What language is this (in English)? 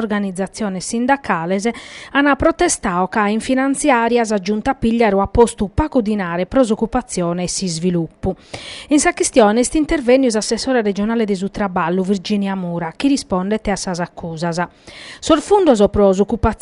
Sardinian